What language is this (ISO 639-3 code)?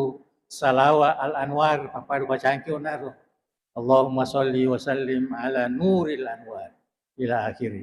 bug